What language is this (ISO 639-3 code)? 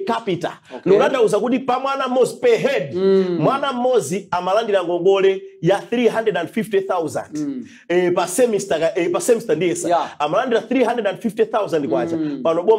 nya